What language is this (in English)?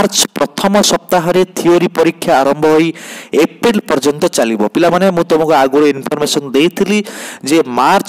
Odia